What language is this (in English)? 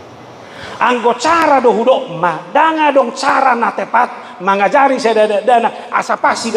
Batak Toba